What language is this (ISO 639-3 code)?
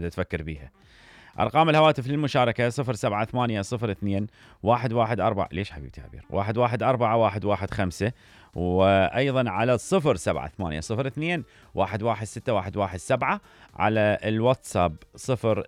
acm